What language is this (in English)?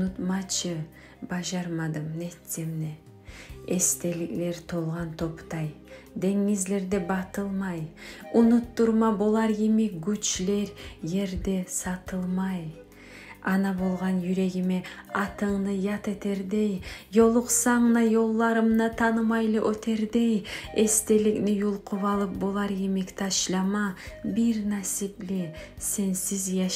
Kumyk